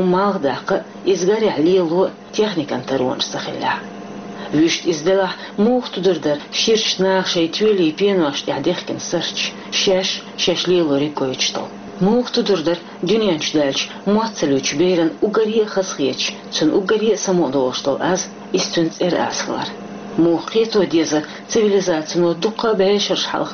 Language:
Chechen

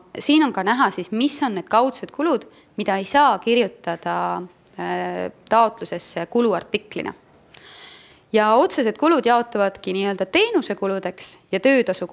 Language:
Estonian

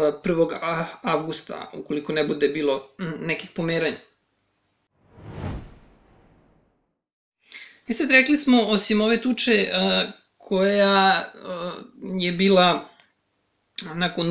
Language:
Serbian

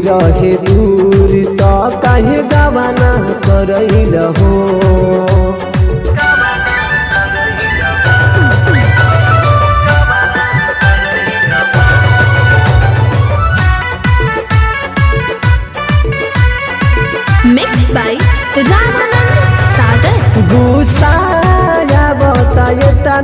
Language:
Bhojpuri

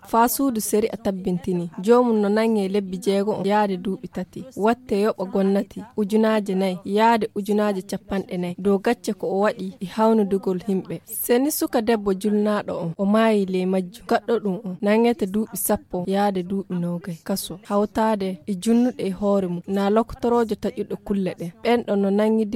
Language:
Fula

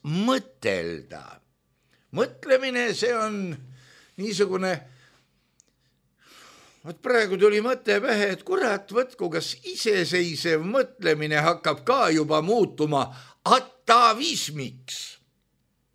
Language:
Estonian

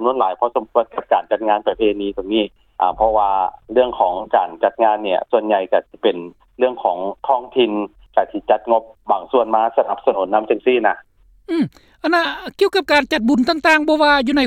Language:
Lao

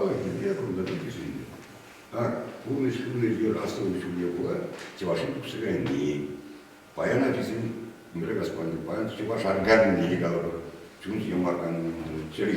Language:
Chuvash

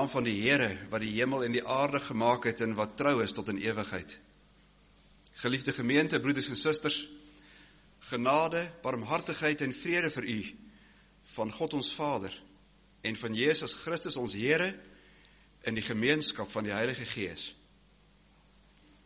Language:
Afrikaans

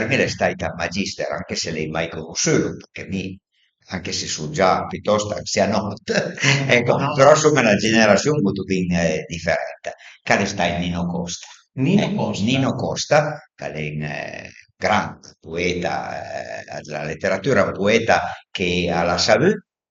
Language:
Piedmontese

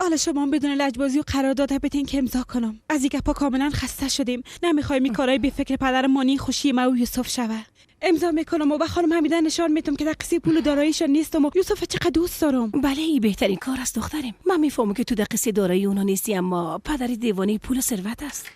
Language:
Persian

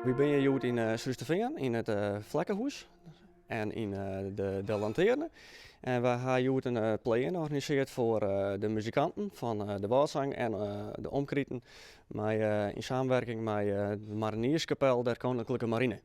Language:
Western Frisian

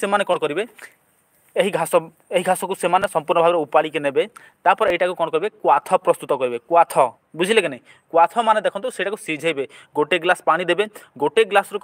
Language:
Odia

